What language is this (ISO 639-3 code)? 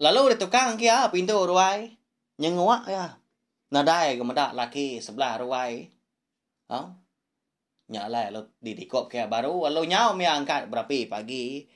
iba